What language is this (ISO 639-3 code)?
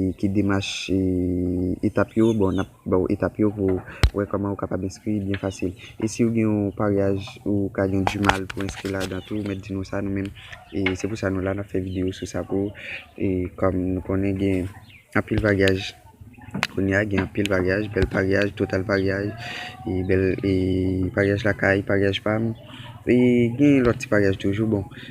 hat